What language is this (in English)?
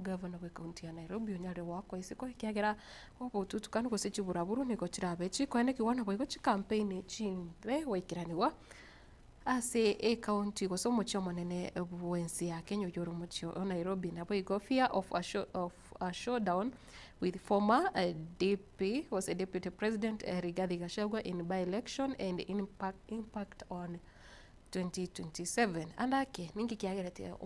Gusii